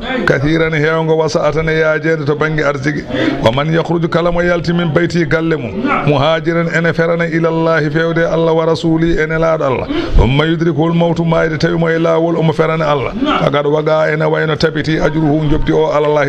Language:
Fula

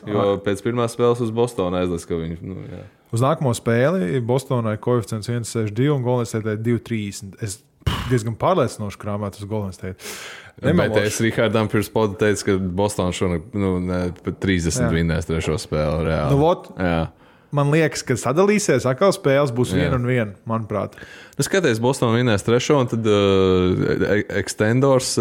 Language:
Latvian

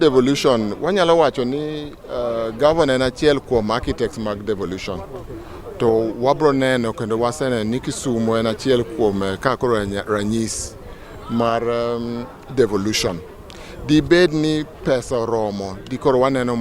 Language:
Luo (Kenya and Tanzania)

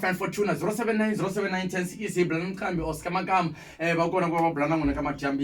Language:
Tsonga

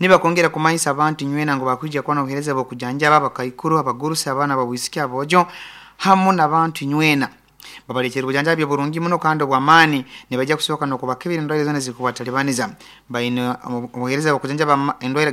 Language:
Nyankole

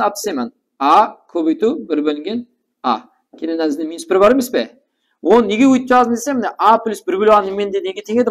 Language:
Kara-Kalpak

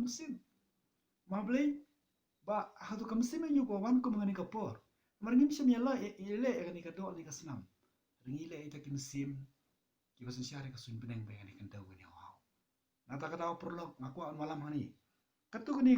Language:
Khasi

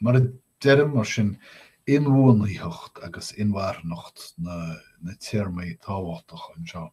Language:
Irish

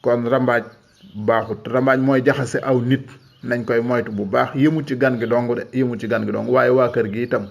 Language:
Wolof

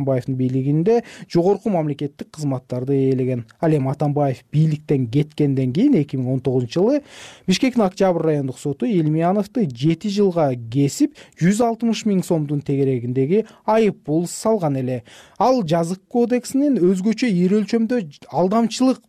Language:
Kyrgyz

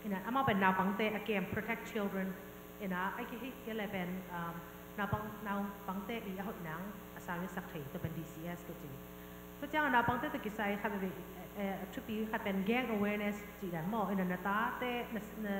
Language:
Tedim Chin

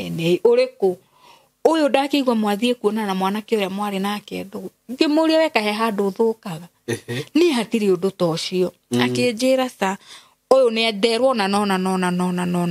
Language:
Kikuyu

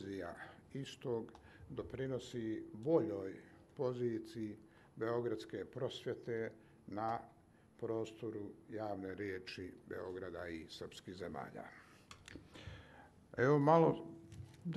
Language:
Serbian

